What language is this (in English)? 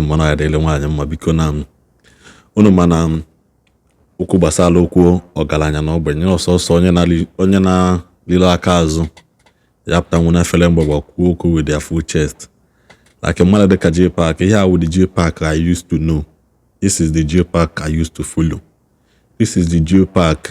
Igbo